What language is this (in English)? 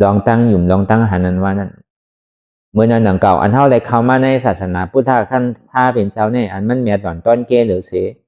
Shan